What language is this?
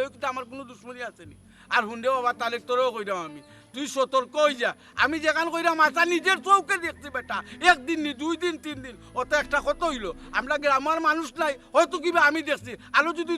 Sylheti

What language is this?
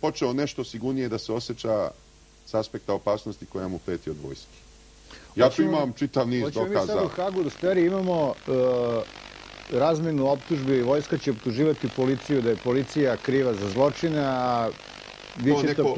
Serbian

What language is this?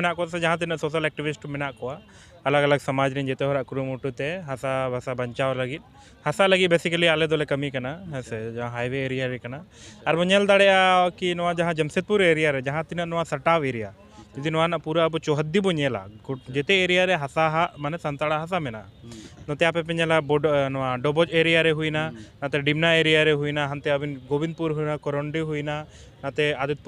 Santali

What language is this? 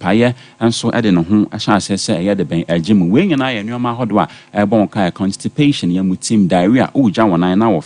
Akan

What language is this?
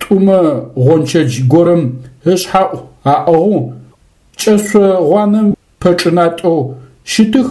Adyghe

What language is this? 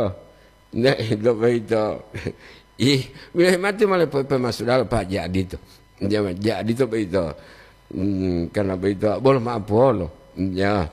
Gorontalo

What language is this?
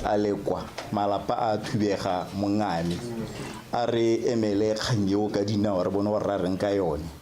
Tswana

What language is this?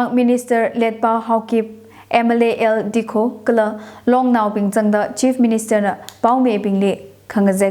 Tangkhul Naga (India)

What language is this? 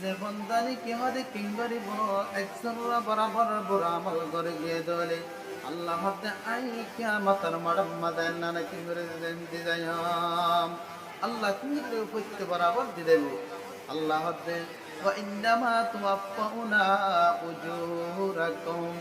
Rohingya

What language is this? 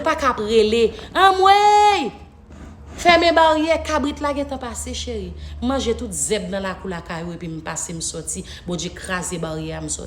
Haitian Creole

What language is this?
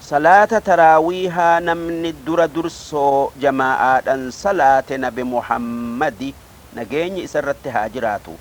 Oromo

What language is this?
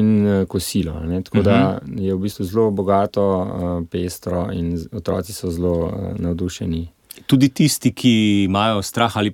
Slovenian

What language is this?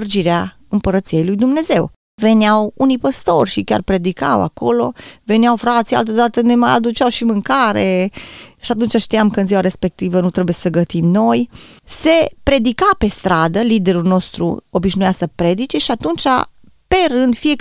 Romanian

